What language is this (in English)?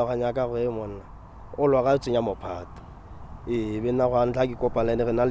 Tswana